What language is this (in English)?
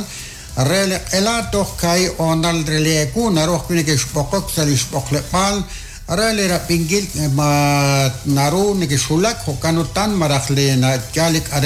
Kekchí